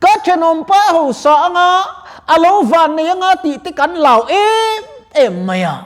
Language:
Mizo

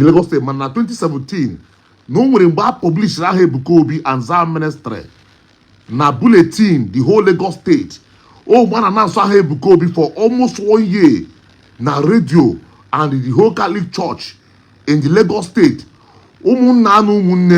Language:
Igbo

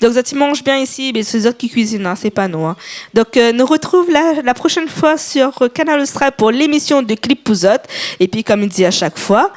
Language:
Réunion Creole French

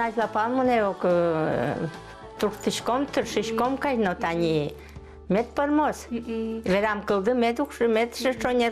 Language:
Udmurt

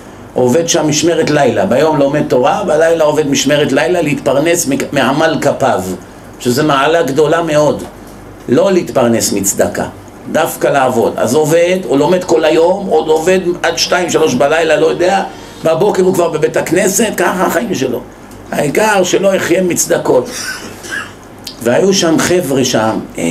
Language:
Hebrew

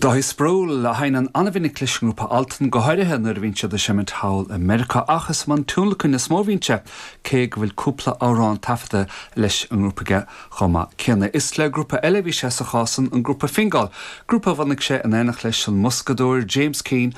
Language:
Irish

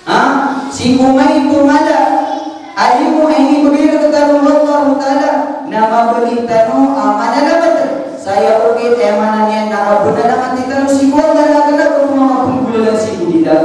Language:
Maranao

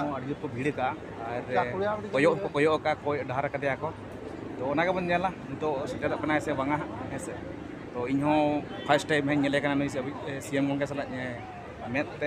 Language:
Santali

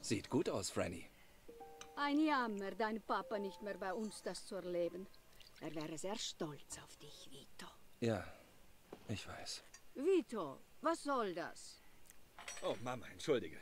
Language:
Swiss German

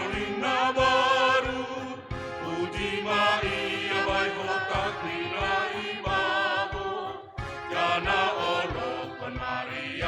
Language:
Batak Simalungun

